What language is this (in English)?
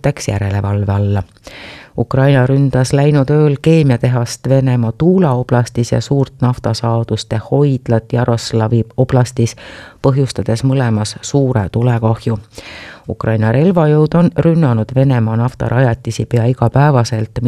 Estonian